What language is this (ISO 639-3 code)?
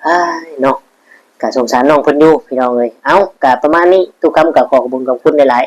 tts